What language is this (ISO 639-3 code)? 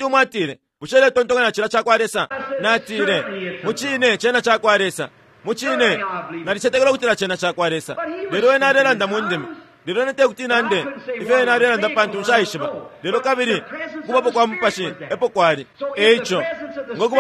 bem